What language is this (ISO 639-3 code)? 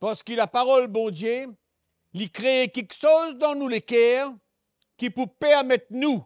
mfe